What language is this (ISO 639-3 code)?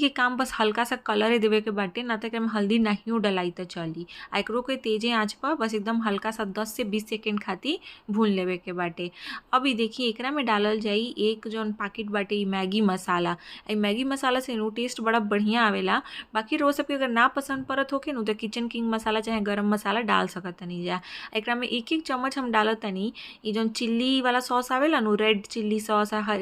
bho